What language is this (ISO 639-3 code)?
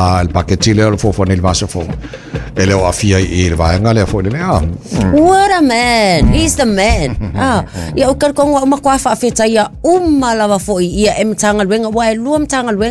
smo